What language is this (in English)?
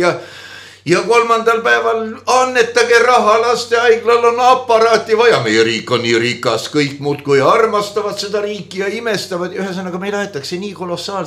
Estonian